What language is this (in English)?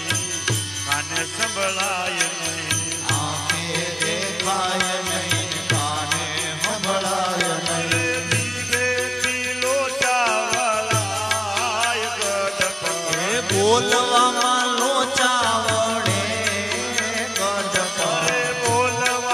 Gujarati